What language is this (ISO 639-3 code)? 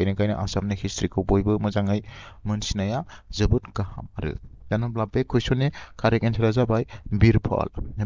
brx